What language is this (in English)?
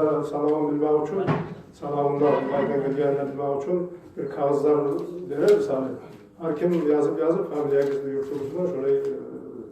Kumyk